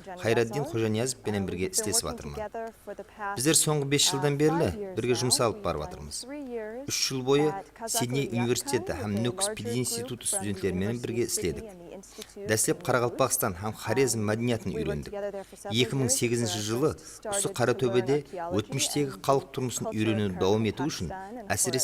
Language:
Kara-Kalpak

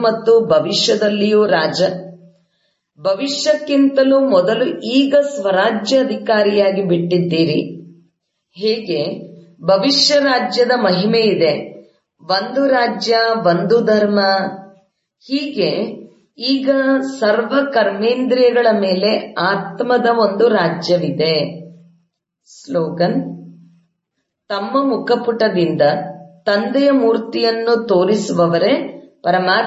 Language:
Kannada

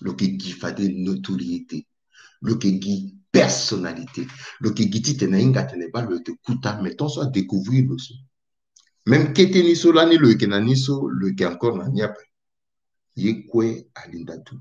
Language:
Sango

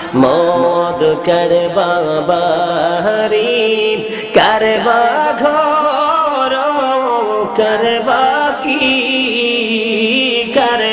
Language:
Bangla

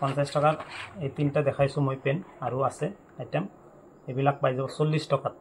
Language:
Assamese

